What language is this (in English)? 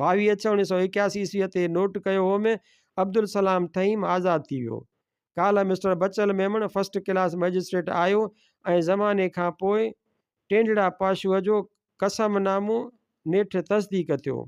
Sindhi